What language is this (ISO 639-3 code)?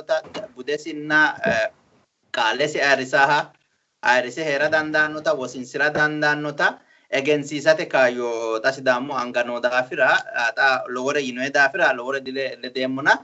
sid